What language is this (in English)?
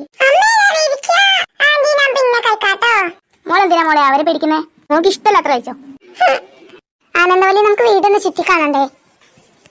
Malayalam